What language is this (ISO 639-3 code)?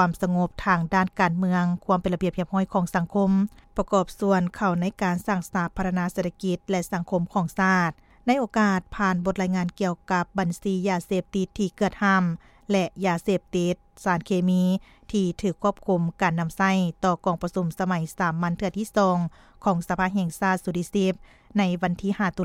lao